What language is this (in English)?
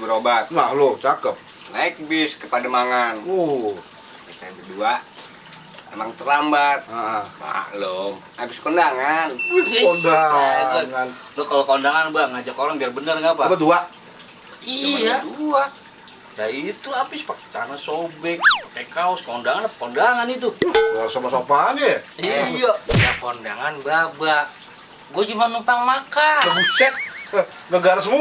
Betawi